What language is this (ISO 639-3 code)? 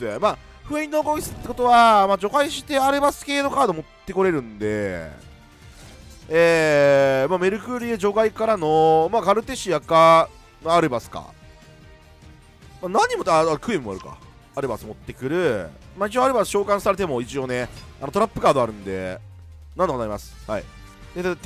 jpn